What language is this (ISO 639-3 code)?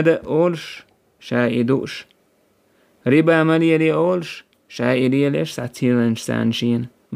che